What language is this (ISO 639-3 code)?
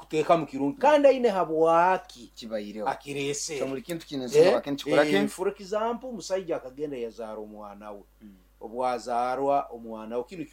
nyo